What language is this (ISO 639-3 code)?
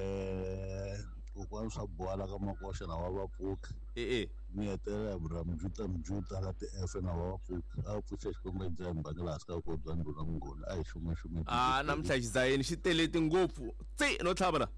tso